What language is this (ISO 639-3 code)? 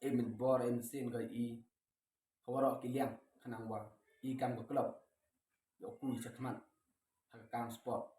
kha